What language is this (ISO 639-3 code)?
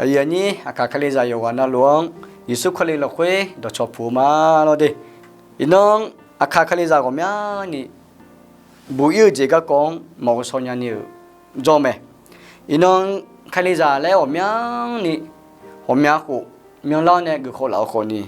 ahk